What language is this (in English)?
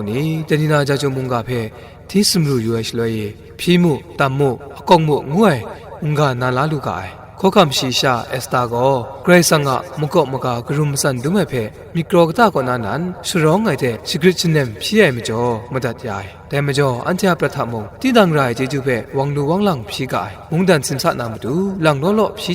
Kachin